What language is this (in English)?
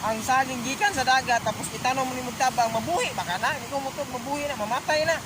Cebuano